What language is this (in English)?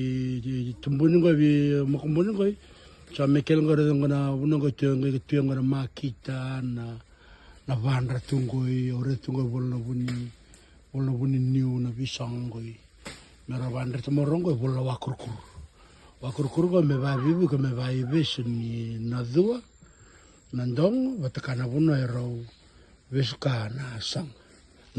Fijian